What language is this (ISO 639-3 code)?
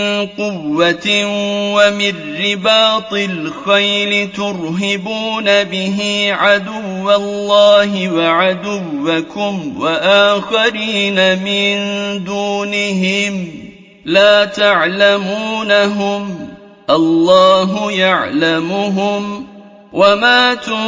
ara